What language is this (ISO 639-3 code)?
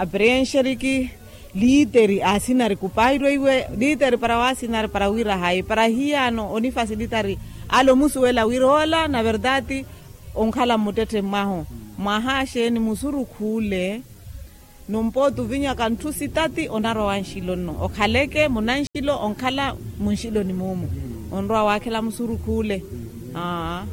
vmw